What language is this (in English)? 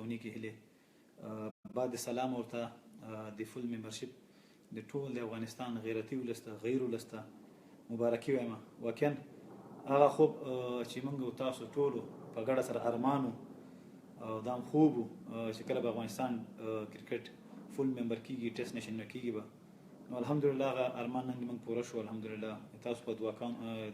Pashto